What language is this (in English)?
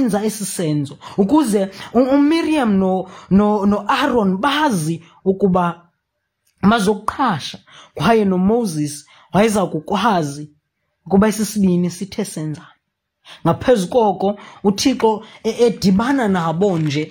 Xhosa